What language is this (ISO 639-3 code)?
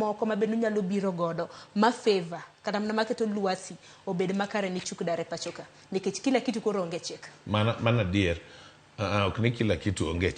luo